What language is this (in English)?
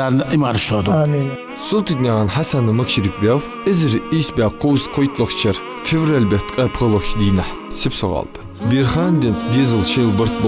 Ingush